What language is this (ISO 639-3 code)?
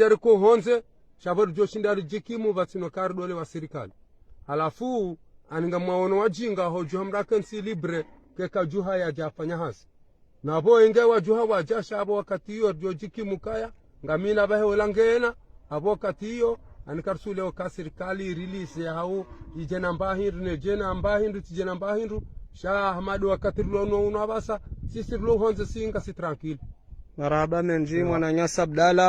zdj